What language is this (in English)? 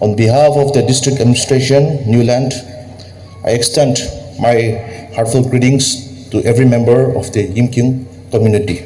Naga Pidgin